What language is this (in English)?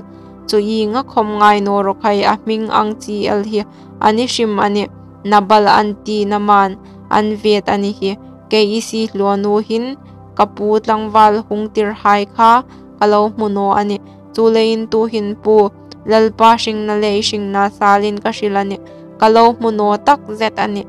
Hmar